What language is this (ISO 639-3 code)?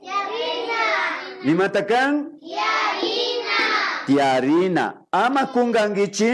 qvi